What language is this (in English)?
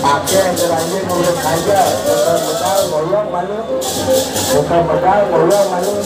Balinese